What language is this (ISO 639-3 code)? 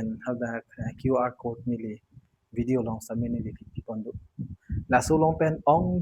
mjw